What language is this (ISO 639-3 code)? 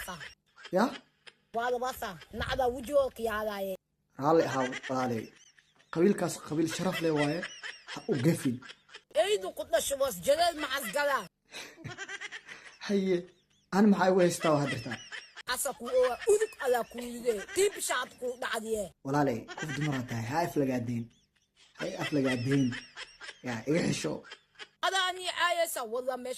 som